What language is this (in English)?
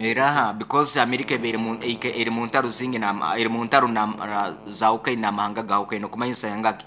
Nyankole